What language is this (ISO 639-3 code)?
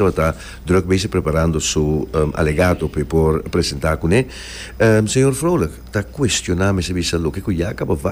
pap